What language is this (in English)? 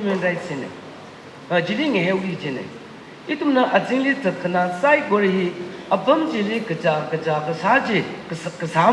Tangkhul Naga (India)